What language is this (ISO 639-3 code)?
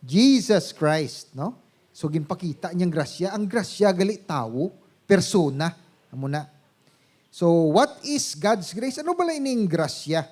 hil